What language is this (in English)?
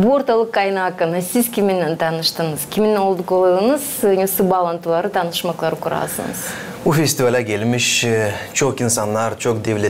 Gagauz